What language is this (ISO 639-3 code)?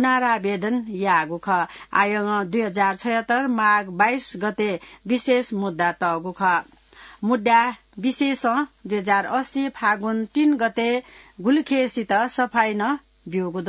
new